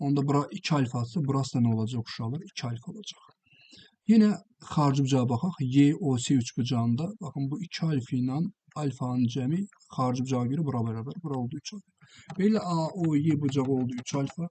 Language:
Azerbaijani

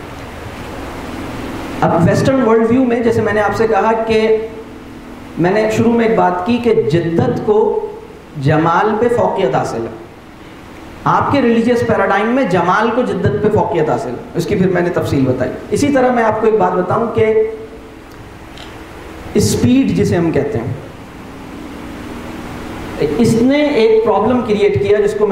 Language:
Urdu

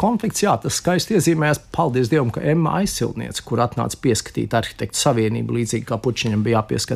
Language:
Latvian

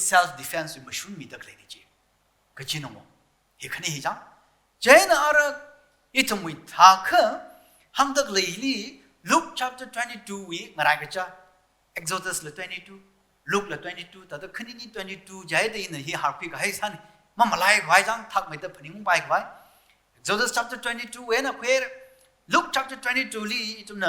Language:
Tangkhul Naga (India)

